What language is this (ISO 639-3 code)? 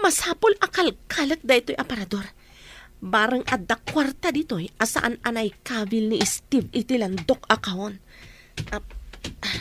ilo